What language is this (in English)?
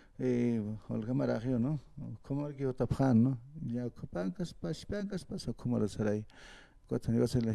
Aymara